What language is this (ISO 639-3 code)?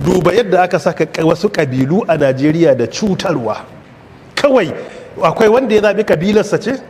hau